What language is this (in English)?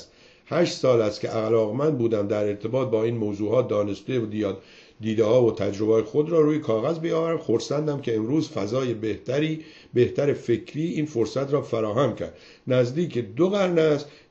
Persian